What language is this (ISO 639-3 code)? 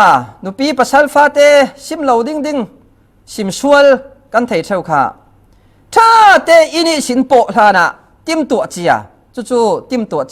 cfm